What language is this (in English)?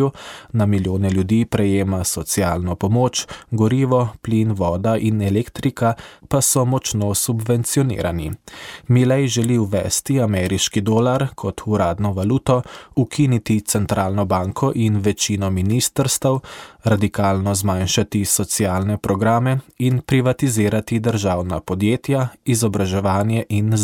Slovenian